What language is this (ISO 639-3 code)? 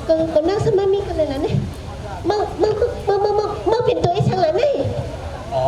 shn